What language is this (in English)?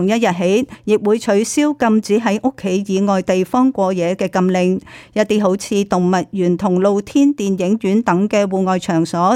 Cantonese